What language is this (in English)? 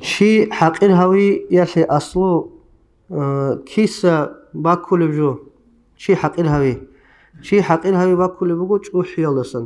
Avaric